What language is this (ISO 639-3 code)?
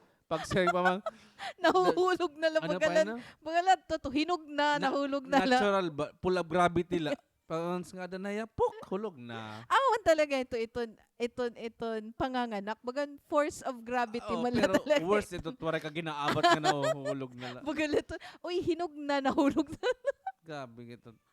war